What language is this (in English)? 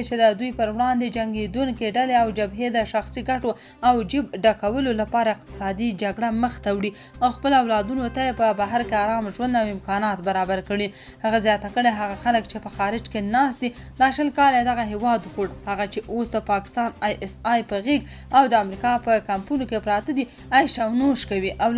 Pashto